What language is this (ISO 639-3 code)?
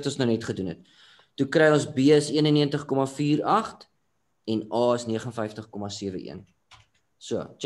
afr